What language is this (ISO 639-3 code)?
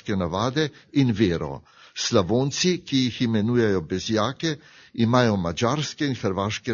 slv